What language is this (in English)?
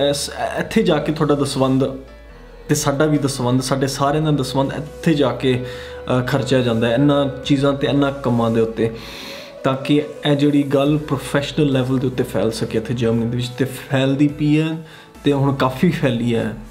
Punjabi